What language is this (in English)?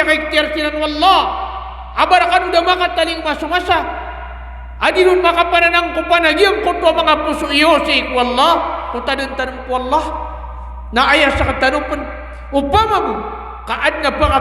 Maranao